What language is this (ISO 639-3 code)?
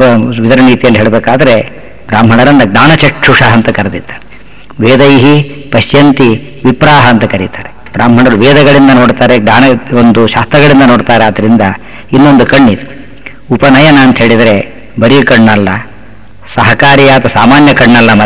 kan